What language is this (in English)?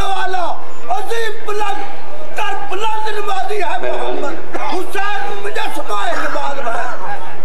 Western Panjabi